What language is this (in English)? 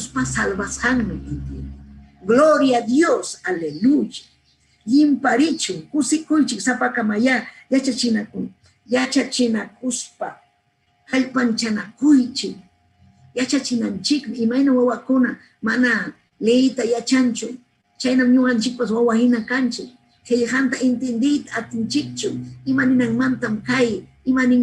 Ayacucho Quechua